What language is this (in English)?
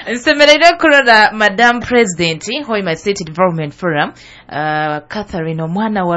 Nyoro